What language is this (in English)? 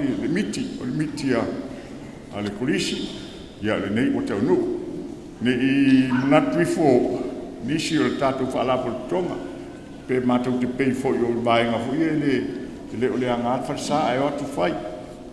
Samoan